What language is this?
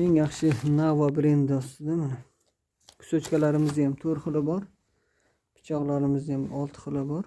Uzbek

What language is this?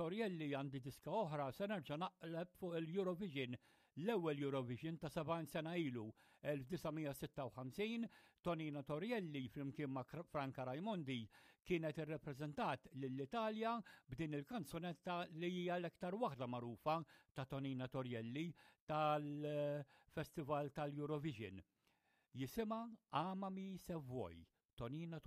Maltese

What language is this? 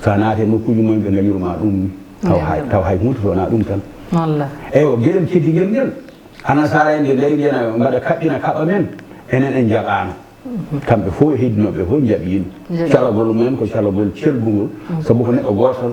Fula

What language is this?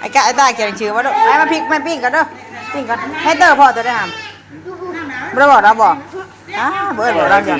Northeastern Thai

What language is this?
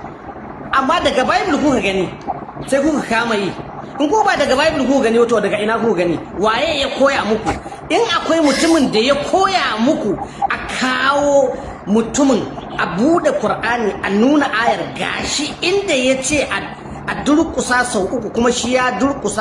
Hausa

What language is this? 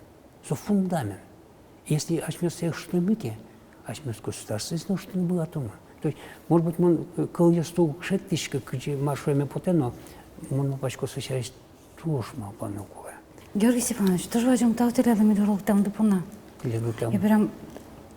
Udmurt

